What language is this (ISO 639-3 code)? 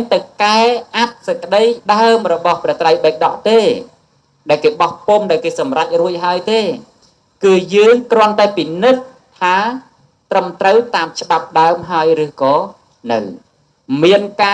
khm